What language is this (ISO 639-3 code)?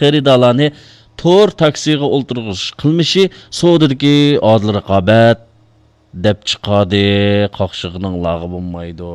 uig